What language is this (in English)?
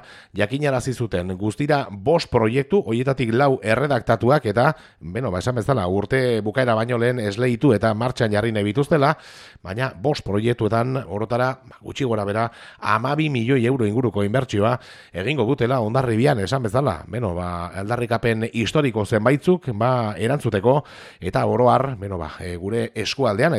Basque